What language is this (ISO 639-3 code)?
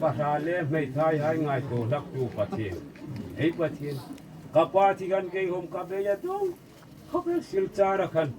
hmr